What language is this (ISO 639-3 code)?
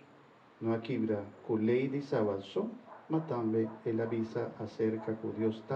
pap